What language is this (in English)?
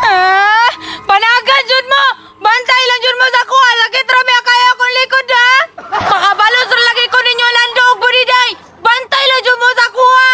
Cebuano